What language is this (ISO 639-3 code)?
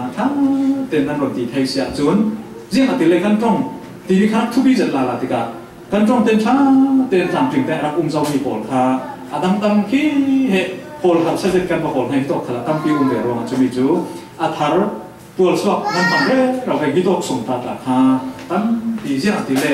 cfm